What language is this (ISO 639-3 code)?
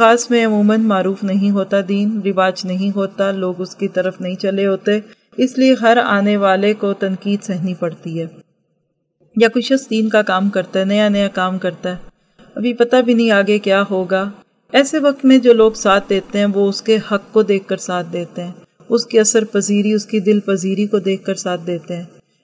urd